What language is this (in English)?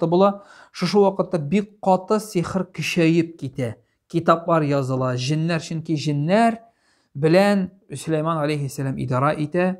Tatar